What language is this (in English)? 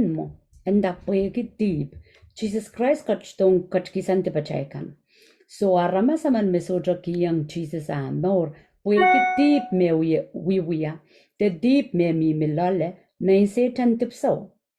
Pohnpeian